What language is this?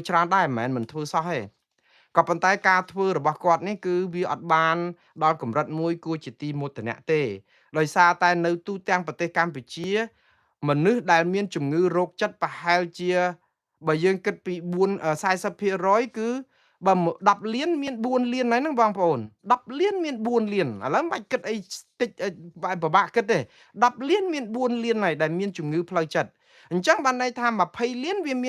Khmer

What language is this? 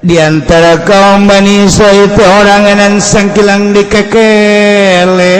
Sundanese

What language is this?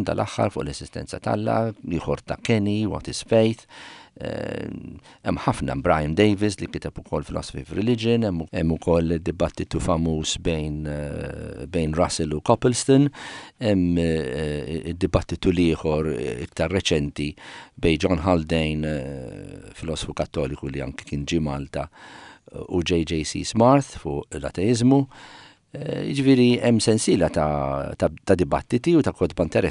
Maltese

